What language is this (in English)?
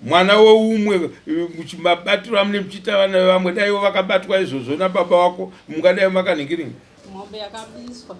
Shona